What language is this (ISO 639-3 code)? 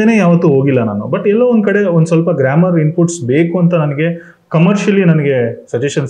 kan